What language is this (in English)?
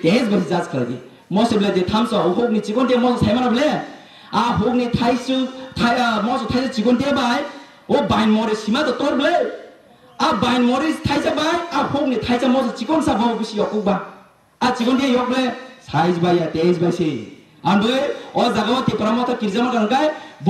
Kok Borok